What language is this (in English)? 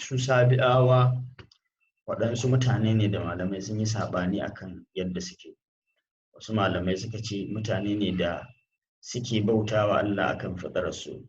Hausa